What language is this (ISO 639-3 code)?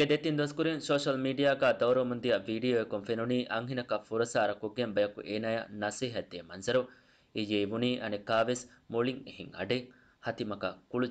div